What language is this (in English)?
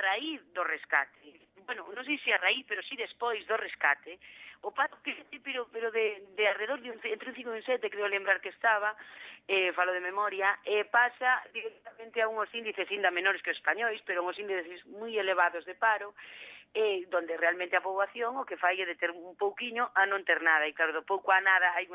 Galician